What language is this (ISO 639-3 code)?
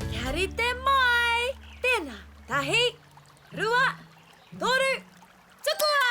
mri